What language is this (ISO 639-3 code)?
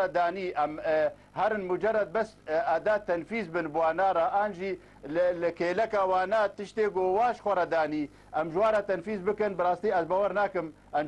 kur